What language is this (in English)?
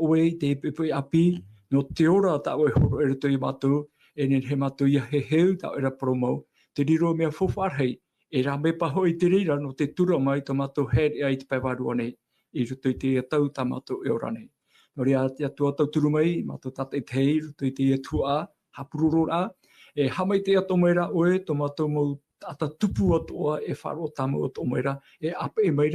Tahitian